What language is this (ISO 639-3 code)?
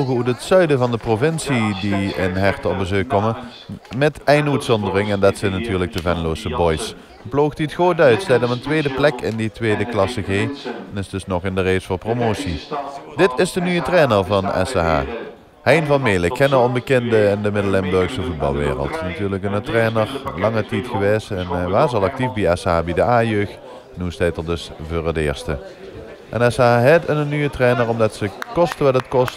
lim